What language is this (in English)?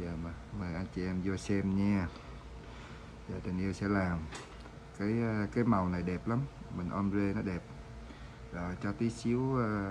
Vietnamese